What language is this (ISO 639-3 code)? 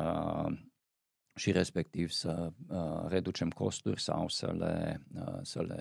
ron